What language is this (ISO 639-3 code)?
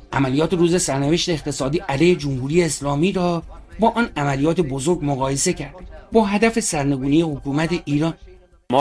fas